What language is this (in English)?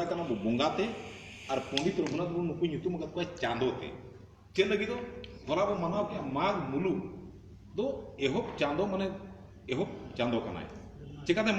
Santali